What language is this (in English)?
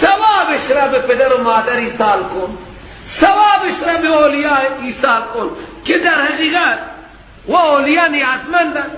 Persian